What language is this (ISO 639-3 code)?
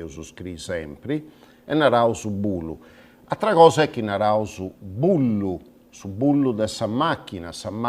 srd